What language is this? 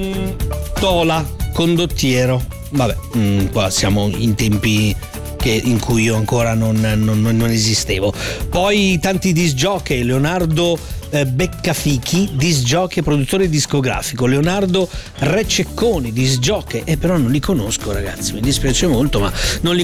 Italian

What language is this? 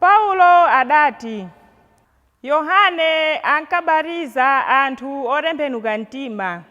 Nyanja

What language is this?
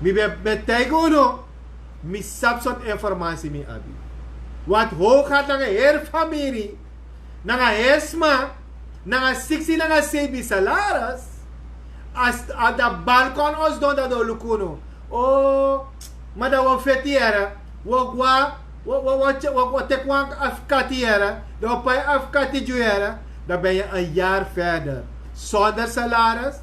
Sranan Tongo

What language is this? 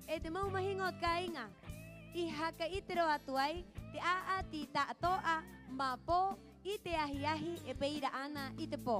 Rapanui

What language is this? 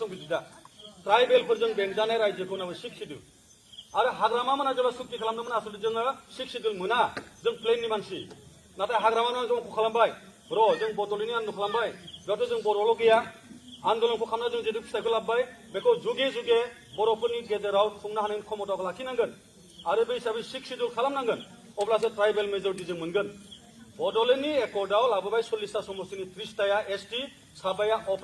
Bodo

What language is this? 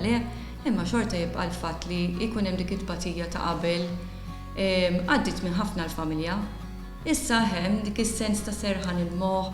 Maltese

